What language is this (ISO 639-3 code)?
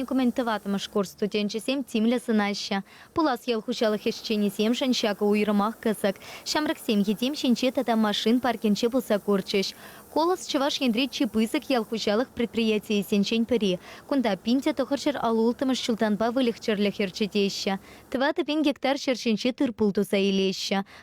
chv